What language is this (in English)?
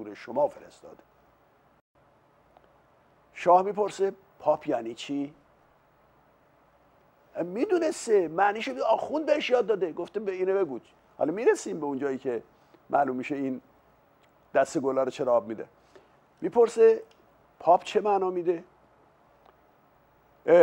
Persian